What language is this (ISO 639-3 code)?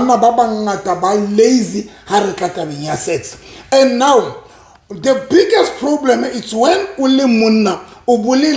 sot